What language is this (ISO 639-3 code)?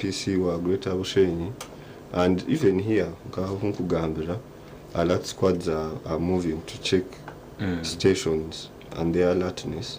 nyn